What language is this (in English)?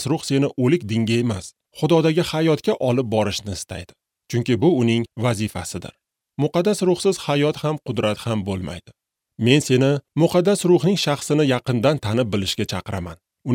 Uzbek